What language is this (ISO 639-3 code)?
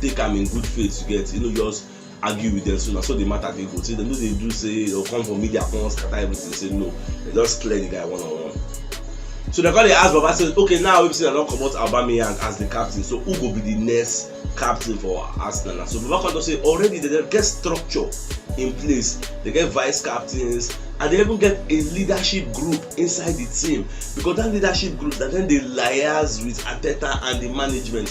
pcm